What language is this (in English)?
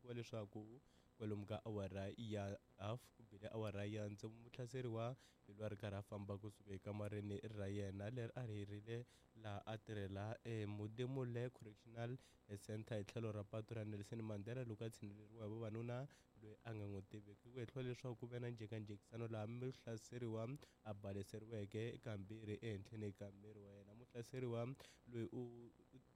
Tsonga